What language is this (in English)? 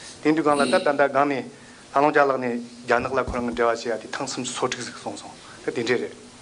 Tibetan